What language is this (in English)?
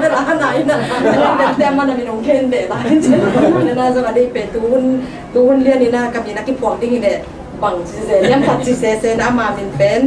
Tedim Chin